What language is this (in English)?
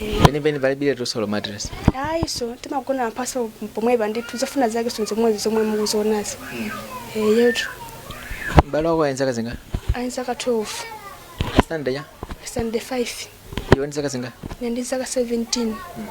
Nyanja